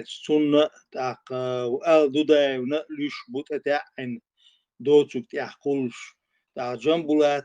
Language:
Chechen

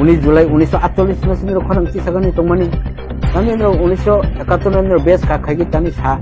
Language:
Kok Borok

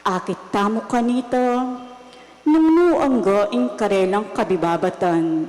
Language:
Pampanga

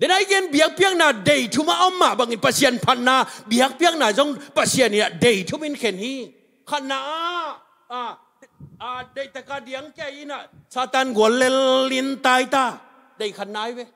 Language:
Tedim Chin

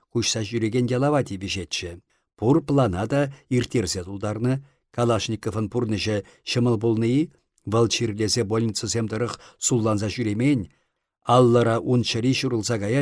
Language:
Chuvash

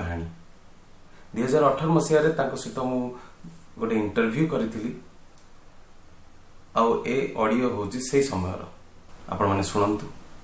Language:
Odia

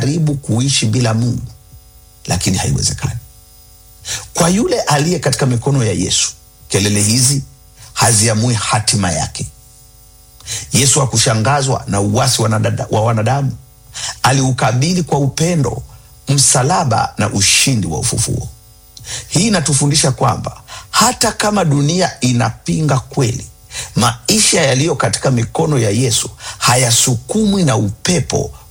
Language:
Swahili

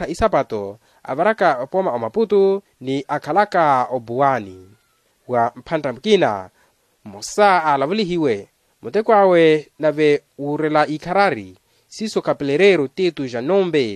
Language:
Makhuwa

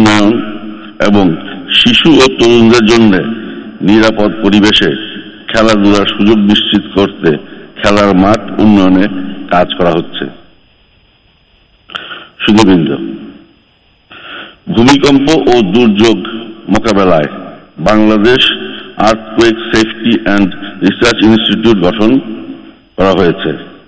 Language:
Bangla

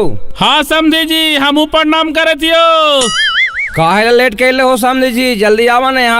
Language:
Magahi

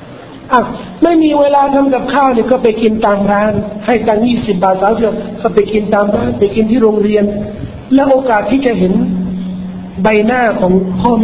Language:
Thai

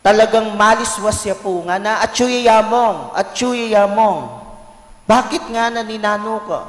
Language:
Pampanga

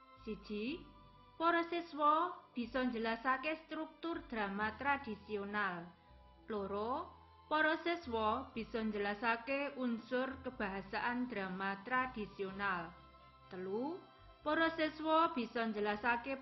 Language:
Javanese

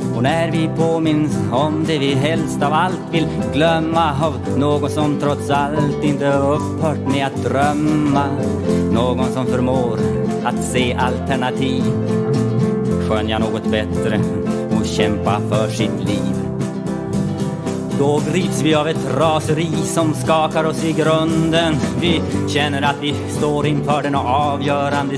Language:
Swedish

